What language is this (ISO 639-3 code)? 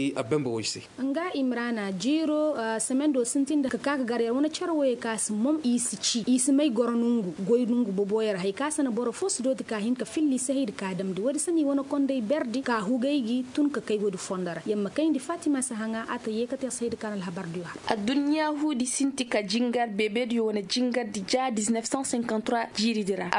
ses